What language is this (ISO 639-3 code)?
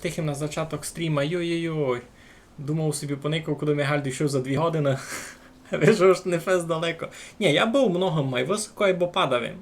rue